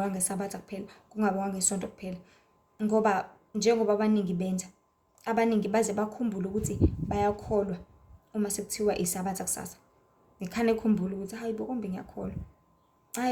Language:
Zulu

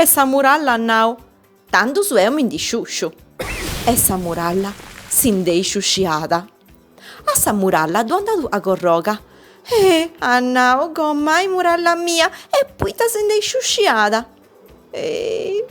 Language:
Sardinian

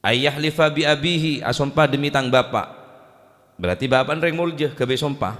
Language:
Madurese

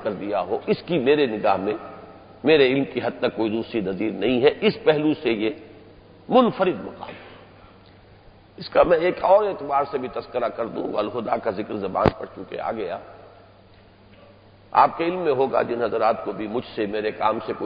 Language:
Urdu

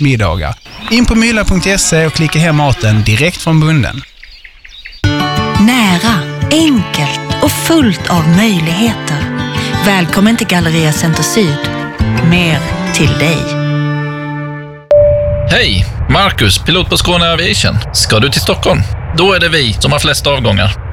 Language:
Swedish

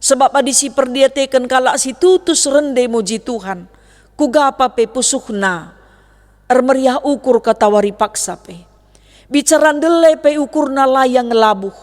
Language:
Batak Karo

